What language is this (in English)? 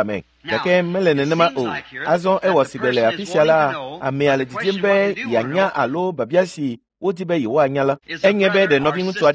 Ewe